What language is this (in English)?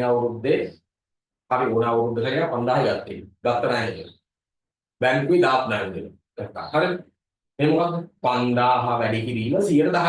Sinhala